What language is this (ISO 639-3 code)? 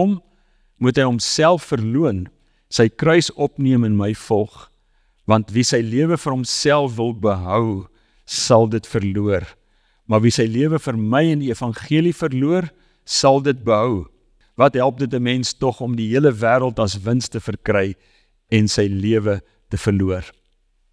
afr